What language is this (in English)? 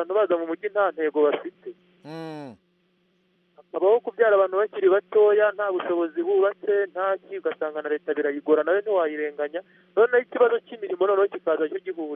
Kinyarwanda